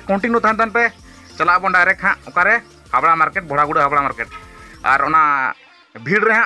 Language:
Santali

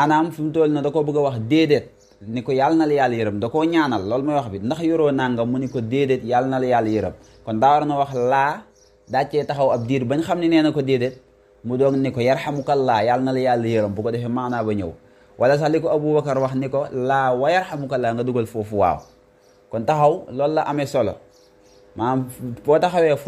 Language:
Wolof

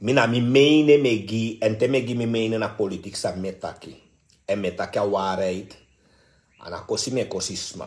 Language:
Sranan Tongo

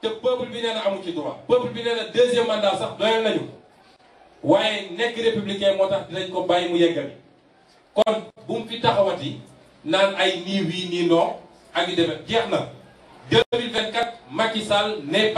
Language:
Wolof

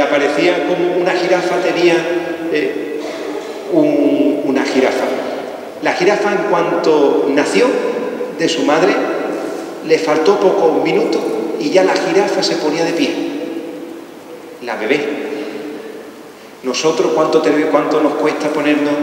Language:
Spanish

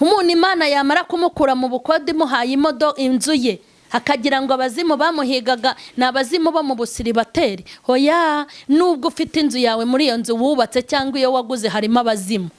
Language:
Kinyarwanda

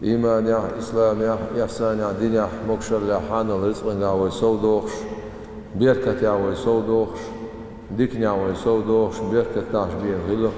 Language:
Chechen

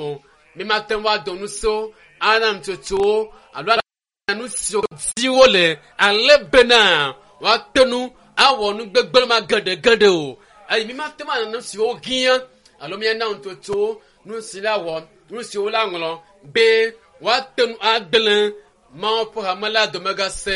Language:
Ewe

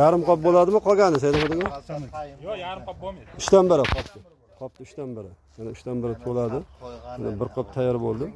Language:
Uzbek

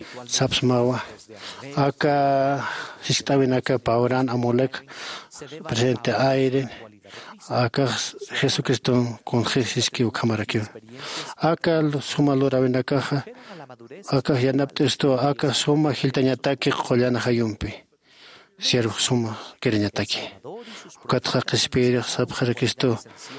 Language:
Aymara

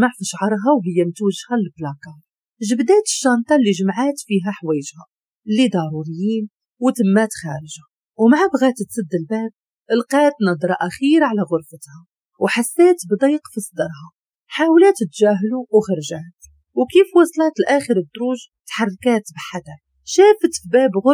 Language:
Moroccan Arabic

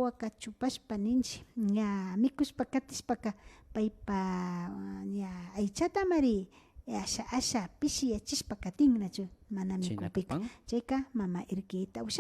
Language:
Imbabura Highland Quichua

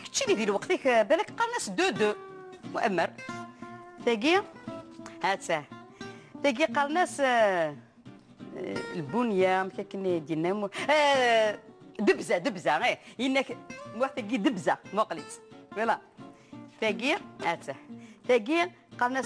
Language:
Kabyle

